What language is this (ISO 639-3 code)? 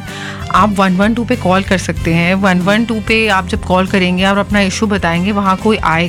hin